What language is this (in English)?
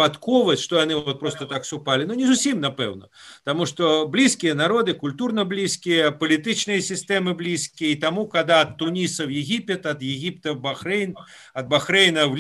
Belarusian